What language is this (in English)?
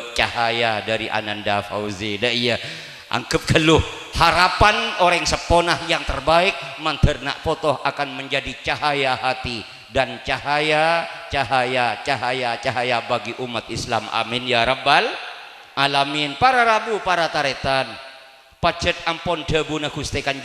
Madurese